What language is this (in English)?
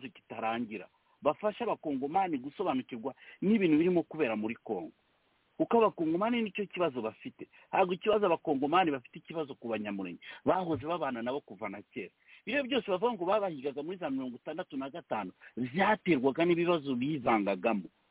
Kinyarwanda